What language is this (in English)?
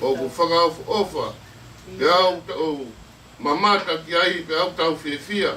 Tongan